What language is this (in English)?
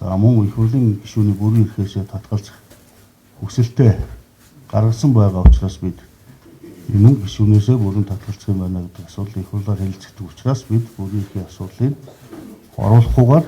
Mongolian